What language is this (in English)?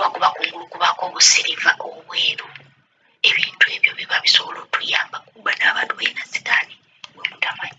Ganda